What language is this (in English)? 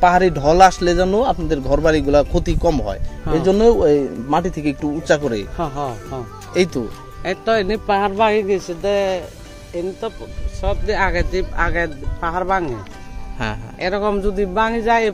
Bangla